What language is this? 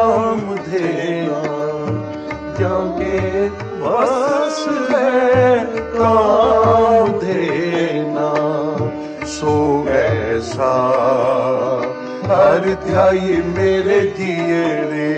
Punjabi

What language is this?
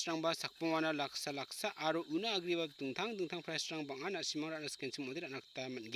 Garo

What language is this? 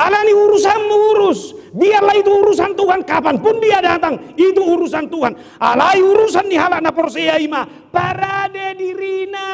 Batak Toba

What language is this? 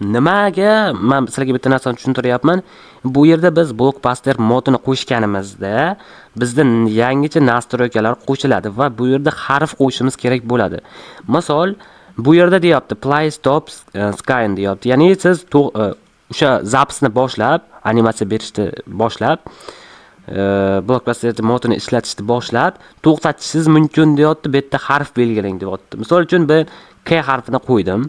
Uzbek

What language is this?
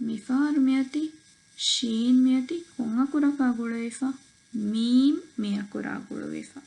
Divehi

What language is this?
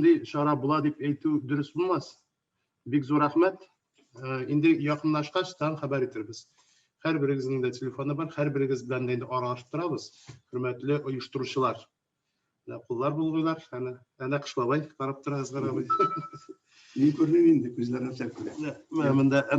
Tatar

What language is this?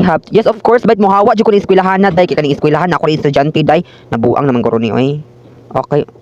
Cebuano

